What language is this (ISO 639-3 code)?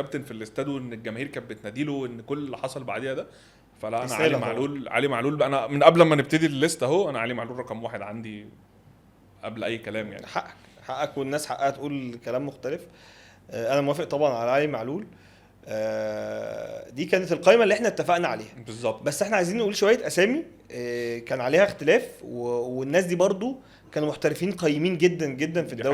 arz